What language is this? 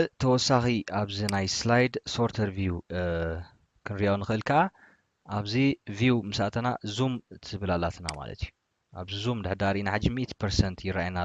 Tigrinya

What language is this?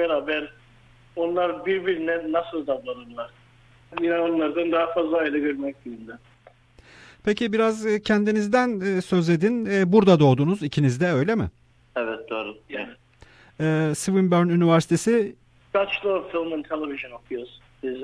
Turkish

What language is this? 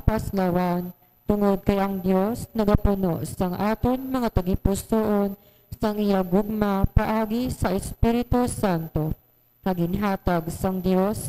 Hiligaynon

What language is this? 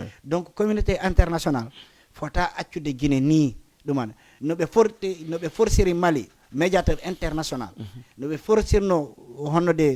Fula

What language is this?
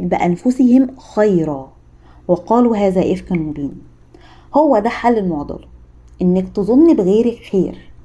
Egyptian Arabic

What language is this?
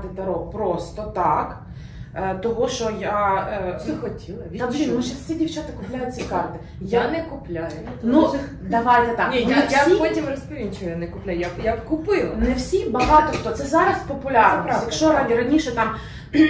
Ukrainian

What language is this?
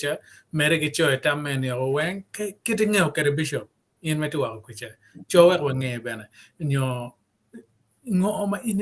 Acoli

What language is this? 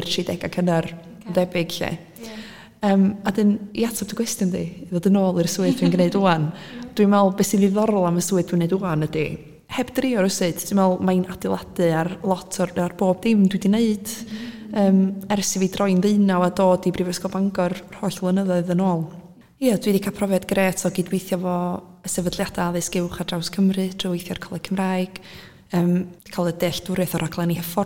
Welsh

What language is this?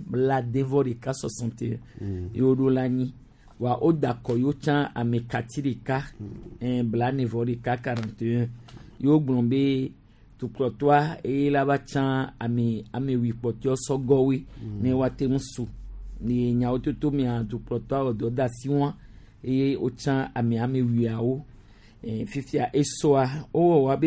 Gen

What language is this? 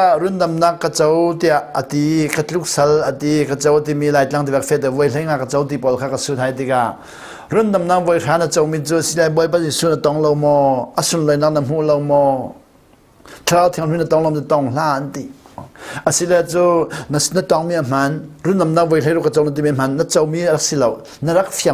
Hakha Chin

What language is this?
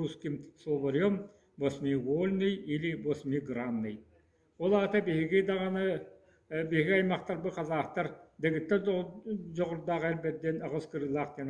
Yakut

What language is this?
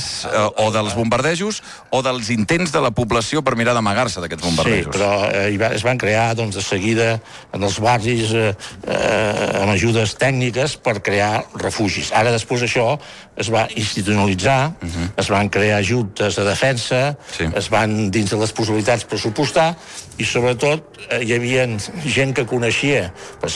Catalan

